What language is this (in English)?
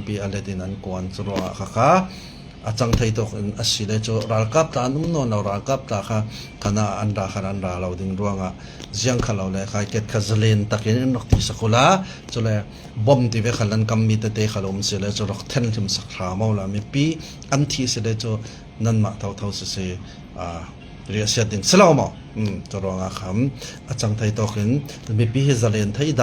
Falam Chin